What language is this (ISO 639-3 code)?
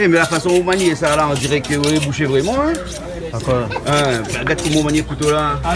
rcf